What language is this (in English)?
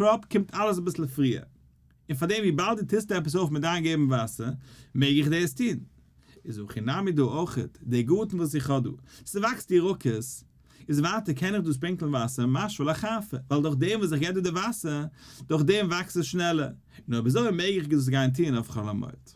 Yiddish